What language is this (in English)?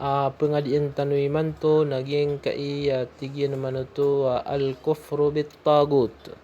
Maranao